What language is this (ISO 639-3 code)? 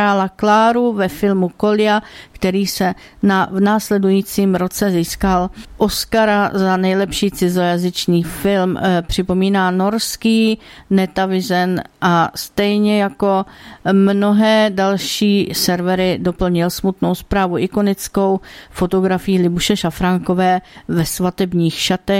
ces